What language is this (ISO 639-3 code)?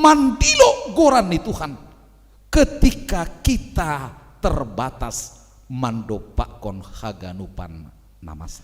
bts